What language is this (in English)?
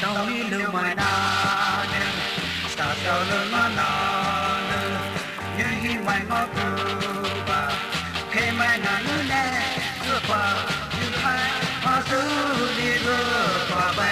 Poumei Naga